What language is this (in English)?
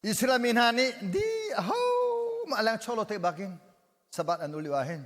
Hakha Chin